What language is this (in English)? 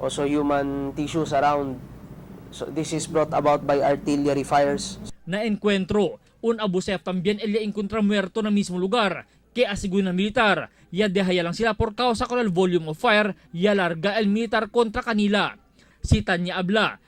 Chavacano